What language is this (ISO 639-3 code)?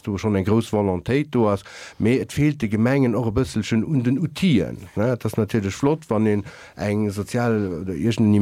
ltz